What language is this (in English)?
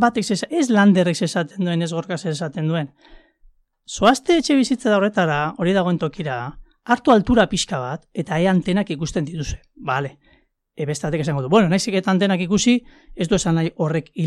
Basque